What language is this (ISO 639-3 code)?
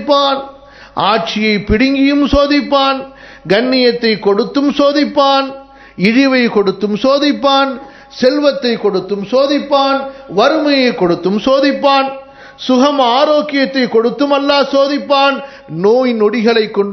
tam